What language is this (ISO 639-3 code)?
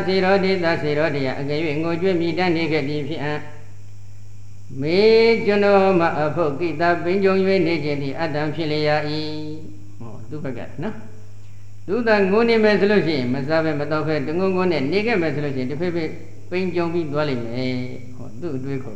mya